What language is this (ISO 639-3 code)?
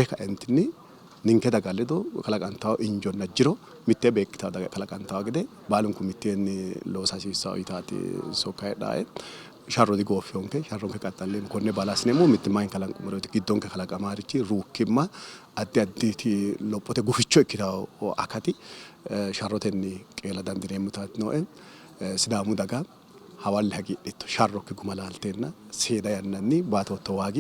sid